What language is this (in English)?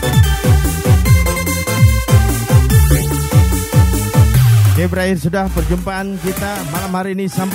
Indonesian